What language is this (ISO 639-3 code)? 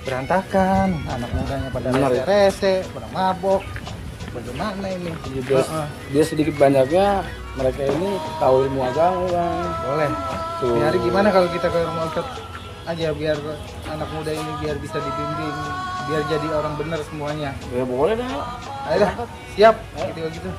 bew